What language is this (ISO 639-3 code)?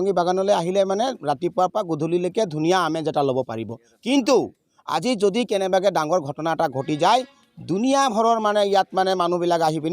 asm